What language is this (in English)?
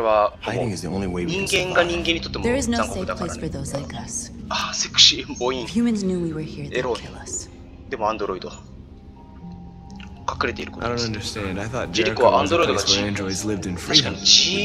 Japanese